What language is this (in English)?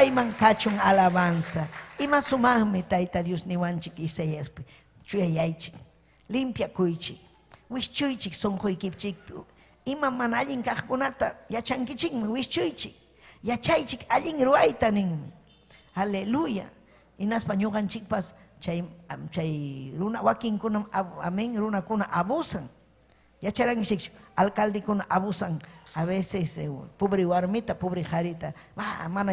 Ayacucho Quechua